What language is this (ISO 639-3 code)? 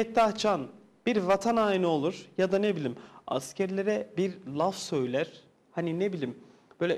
tur